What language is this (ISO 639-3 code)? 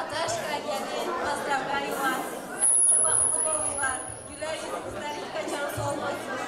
tuk